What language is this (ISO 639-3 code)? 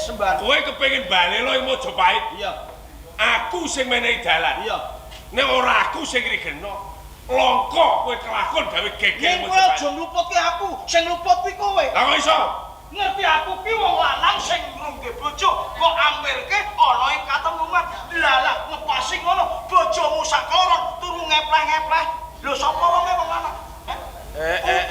jav